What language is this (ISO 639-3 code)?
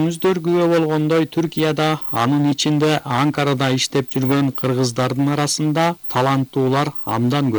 kir